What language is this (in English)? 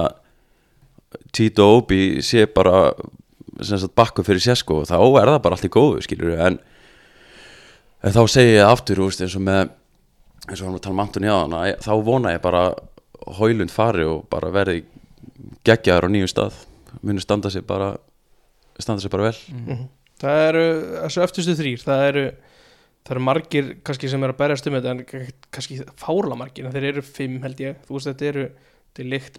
Icelandic